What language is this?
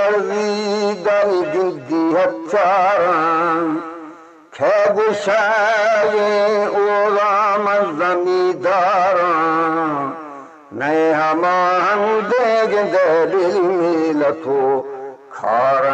Eastern Balochi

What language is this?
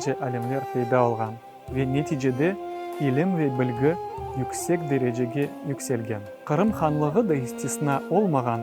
Crimean Tatar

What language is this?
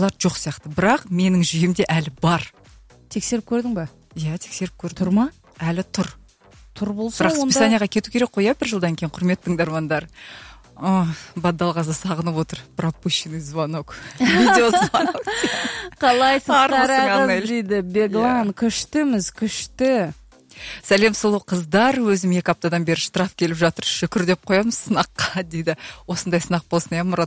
Kazakh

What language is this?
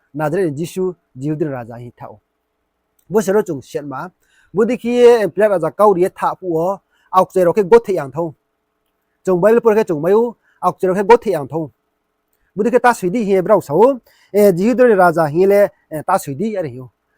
Riang (India)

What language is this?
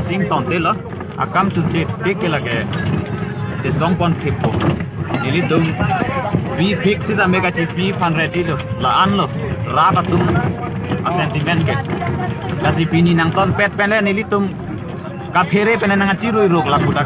Karbi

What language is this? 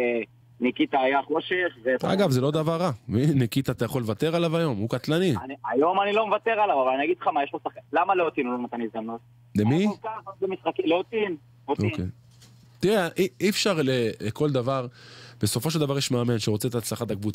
Hebrew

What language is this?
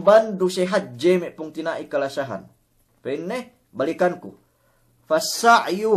Yakan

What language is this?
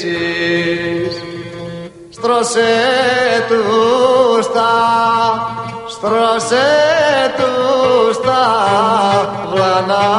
Greek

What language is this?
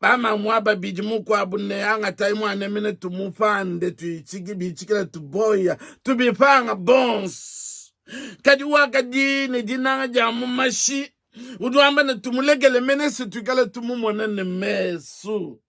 Luba-Lulua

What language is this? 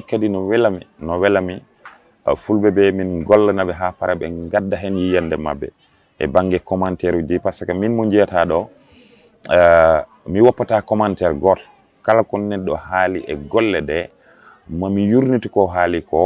Fula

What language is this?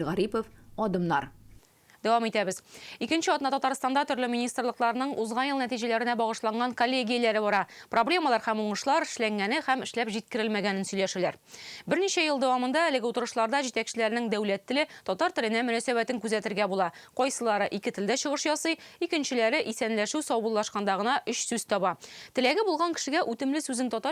Tatar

